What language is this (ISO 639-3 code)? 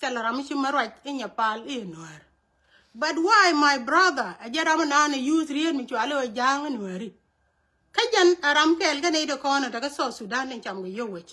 nus